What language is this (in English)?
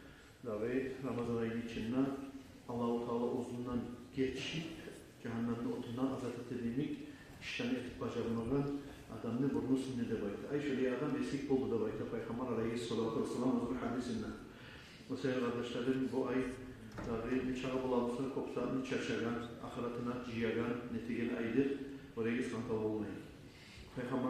Kumyk